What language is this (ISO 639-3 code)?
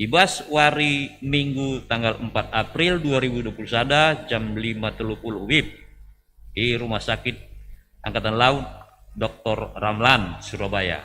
btx